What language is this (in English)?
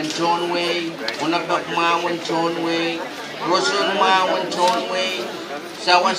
Pohnpeian